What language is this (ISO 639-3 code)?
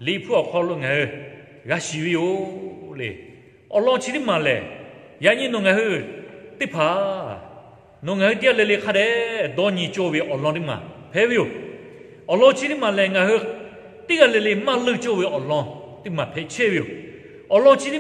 lhu